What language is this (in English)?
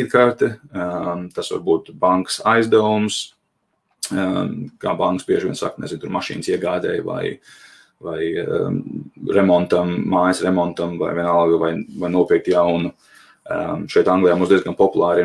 Latvian